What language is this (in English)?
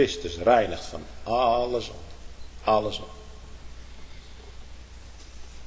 Dutch